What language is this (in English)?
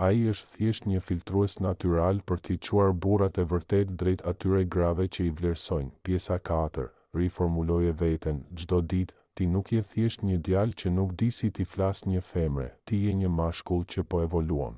Albanian